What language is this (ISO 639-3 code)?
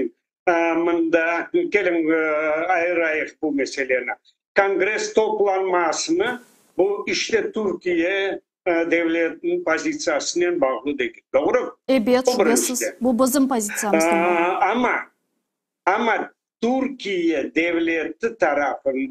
crh